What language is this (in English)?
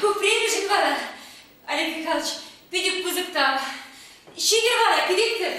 Chuvash